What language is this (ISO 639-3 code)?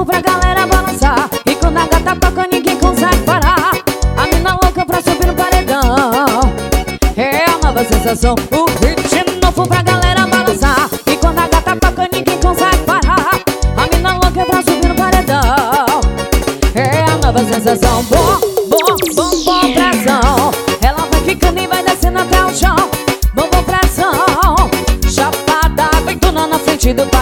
por